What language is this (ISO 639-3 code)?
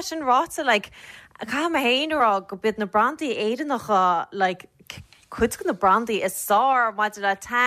gle